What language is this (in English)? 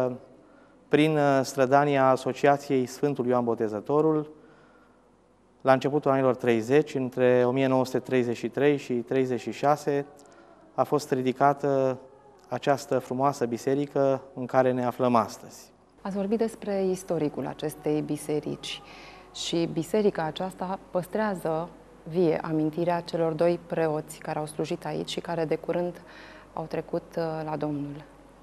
Romanian